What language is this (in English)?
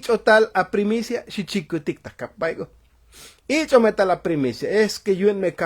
Tzotzil